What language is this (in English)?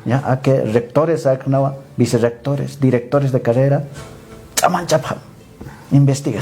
Aymara